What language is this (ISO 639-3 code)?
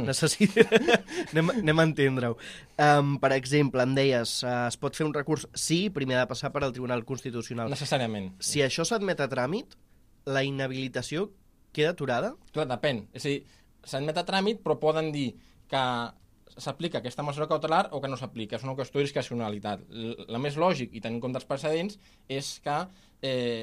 cat